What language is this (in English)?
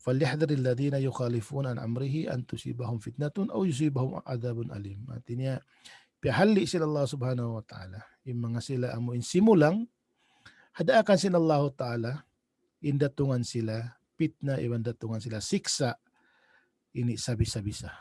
Tausug